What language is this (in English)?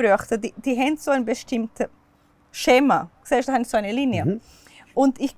Swiss German